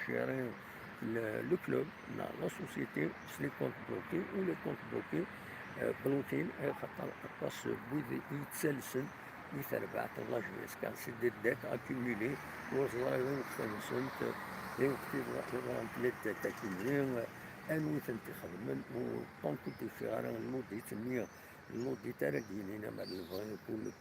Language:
Kabyle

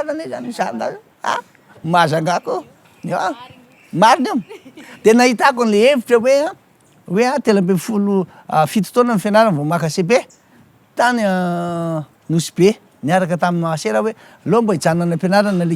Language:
Malagasy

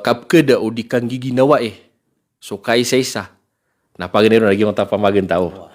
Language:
Maranao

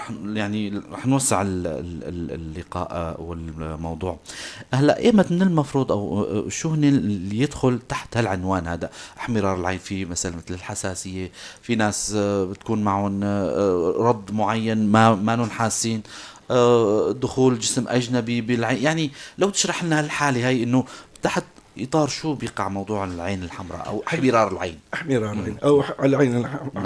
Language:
North Levantine Arabic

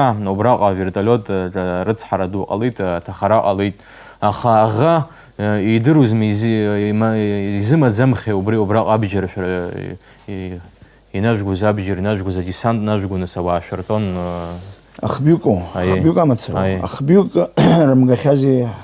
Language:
Abkhazian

